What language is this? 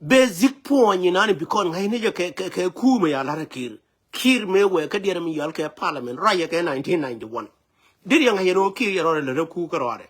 Nuer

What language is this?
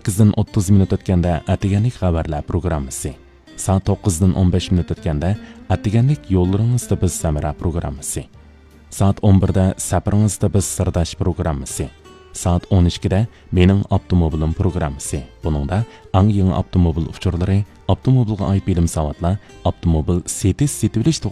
Uyghur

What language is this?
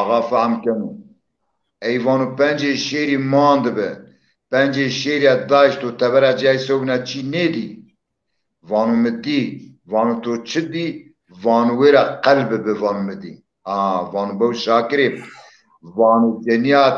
Zaza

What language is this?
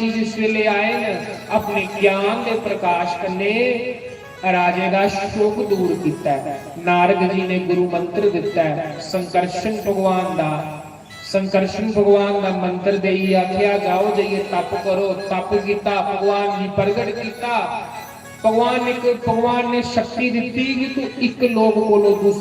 Dogri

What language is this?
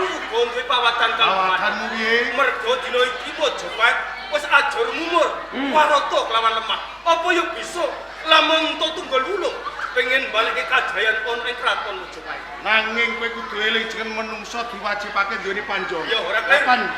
Javanese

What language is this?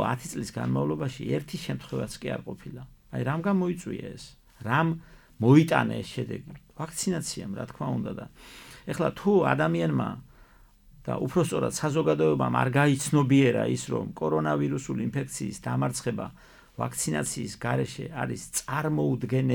Georgian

